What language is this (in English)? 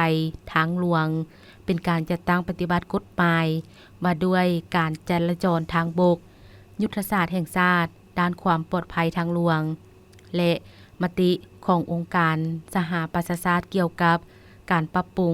Lao